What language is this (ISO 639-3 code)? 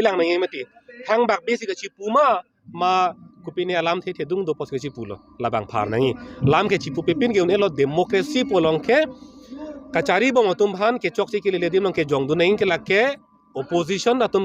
mjw